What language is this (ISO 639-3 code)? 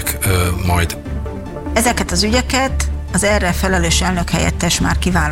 hun